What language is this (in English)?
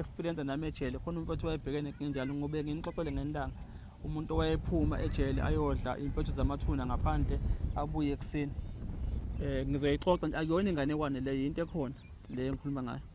Zulu